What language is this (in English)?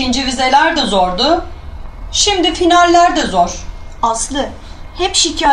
Turkish